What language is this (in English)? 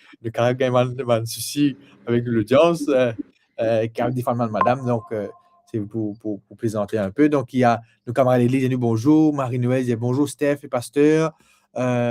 Morisyen